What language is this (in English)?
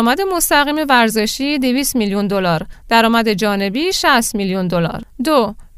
Persian